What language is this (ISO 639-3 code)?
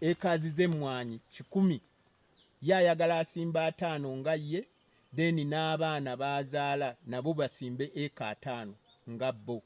lug